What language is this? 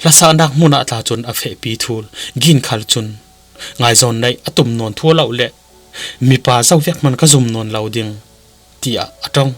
Falam Chin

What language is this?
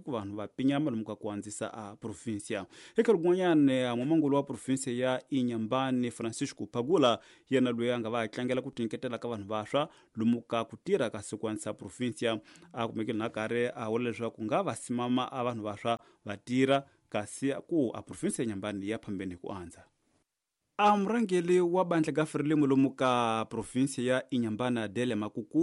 Tsonga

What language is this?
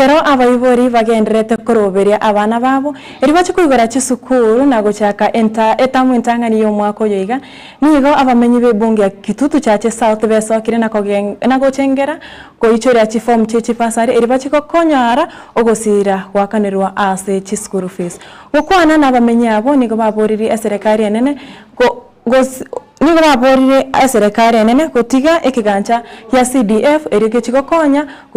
Gusii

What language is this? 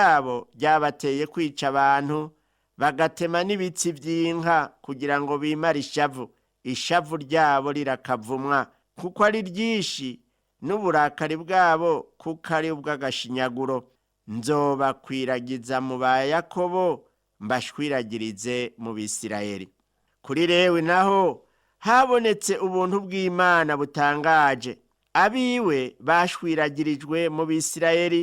Rundi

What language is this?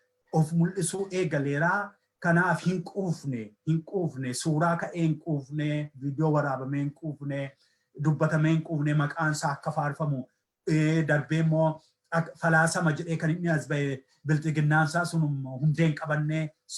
Oromo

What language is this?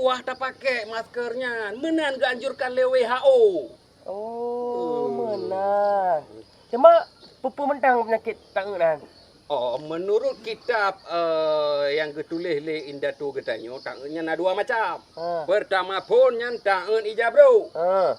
Achinese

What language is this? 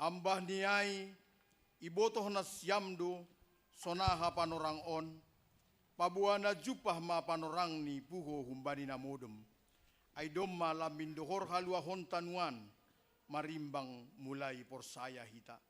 Batak Simalungun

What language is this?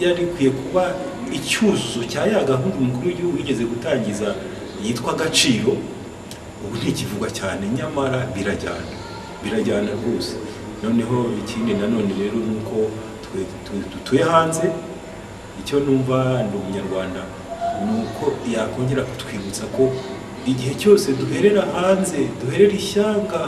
Kinyarwanda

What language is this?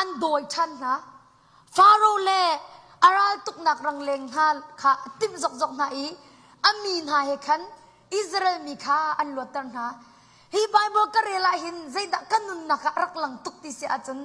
Hakha Chin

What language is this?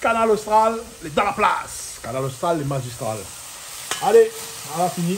Réunion Creole French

